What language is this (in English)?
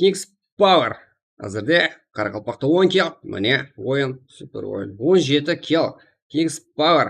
Kara-Kalpak